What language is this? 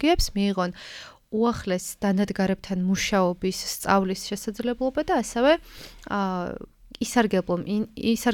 Georgian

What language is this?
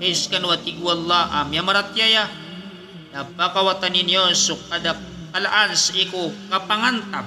Maranao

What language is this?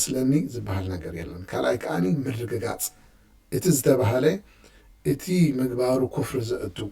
Tigrinya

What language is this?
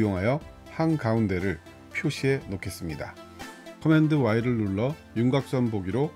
Korean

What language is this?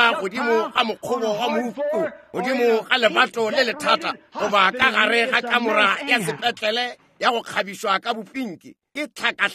Northern Sotho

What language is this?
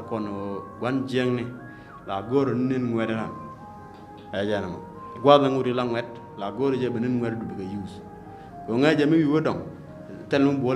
Nuer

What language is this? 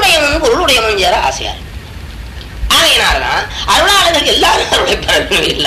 Tamil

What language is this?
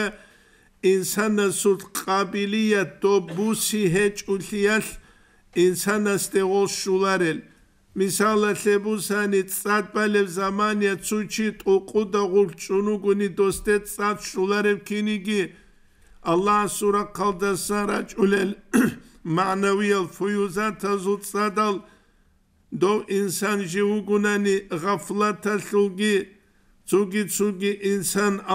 Avaric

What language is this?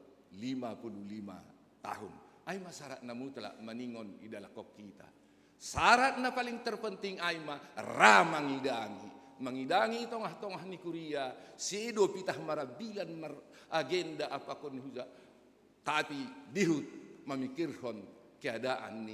Batak Simalungun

